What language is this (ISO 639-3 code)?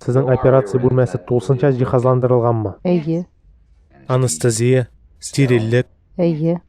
tat